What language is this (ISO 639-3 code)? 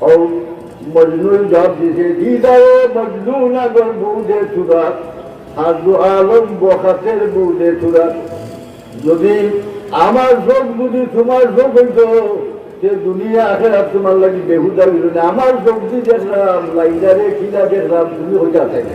syl